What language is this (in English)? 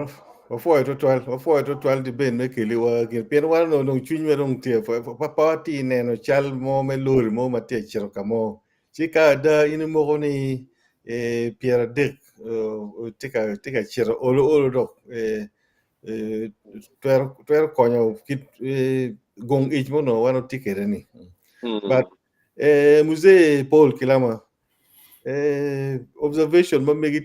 Acoli